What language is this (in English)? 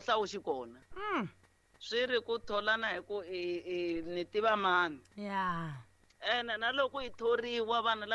Tsonga